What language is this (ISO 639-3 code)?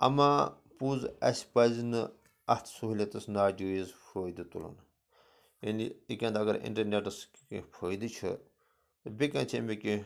kas